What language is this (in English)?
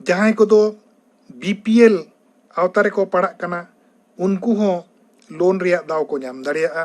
Santali